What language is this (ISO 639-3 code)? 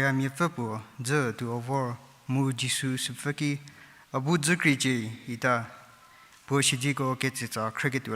njm